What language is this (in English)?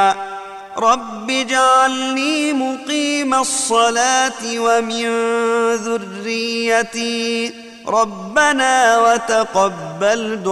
Arabic